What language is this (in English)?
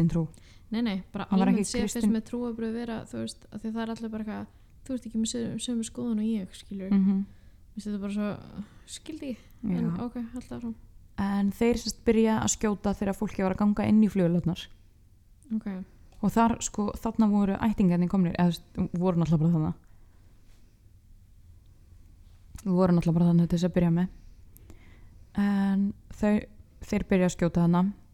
Icelandic